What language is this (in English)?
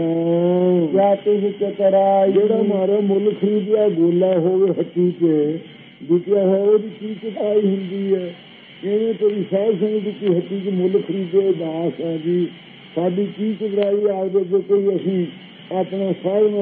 Punjabi